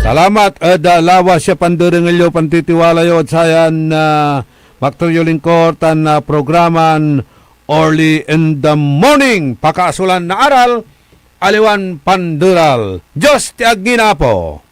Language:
Pangasinan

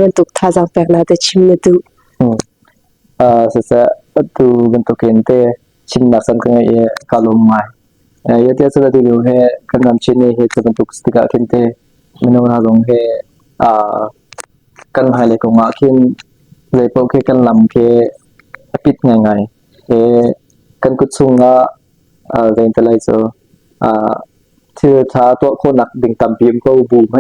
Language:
Hakha Chin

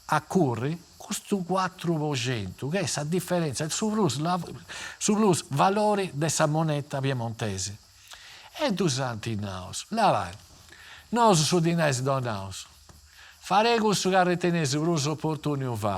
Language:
Sardinian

